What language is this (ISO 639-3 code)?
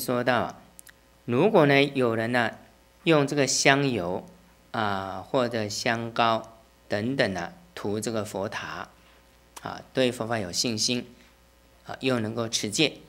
zho